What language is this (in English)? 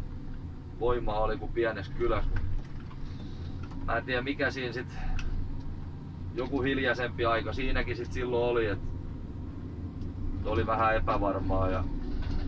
Finnish